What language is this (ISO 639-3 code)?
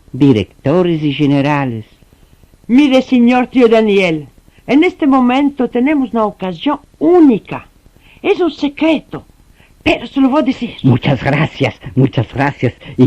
lad